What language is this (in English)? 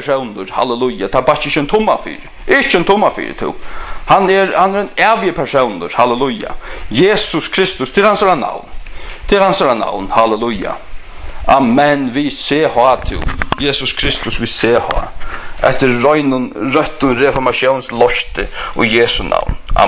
Faroese